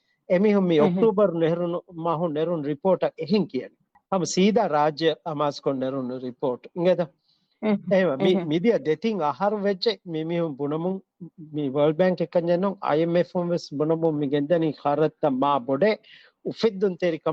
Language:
Divehi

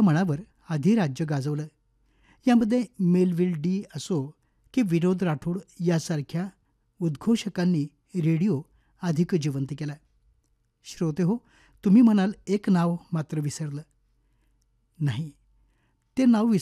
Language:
Marathi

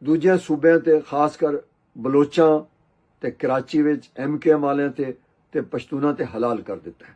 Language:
Western Panjabi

